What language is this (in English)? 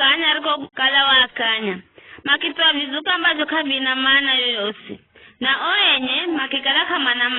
Giryama